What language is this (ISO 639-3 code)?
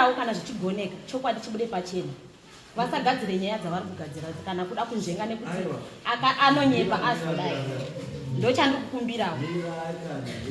sna